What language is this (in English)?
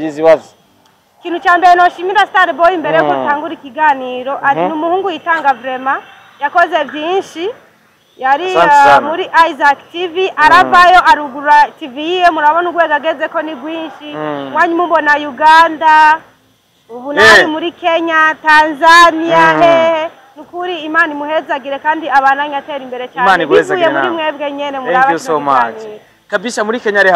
Rundi